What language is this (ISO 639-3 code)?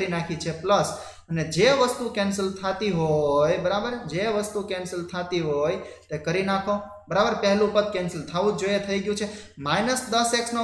guj